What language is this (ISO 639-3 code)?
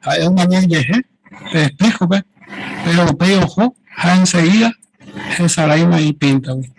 grn